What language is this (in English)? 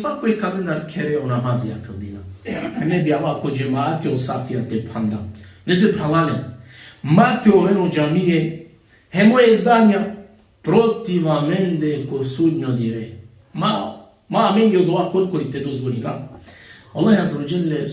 Balkan Romani